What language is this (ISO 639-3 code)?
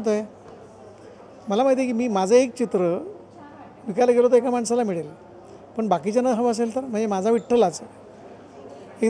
mar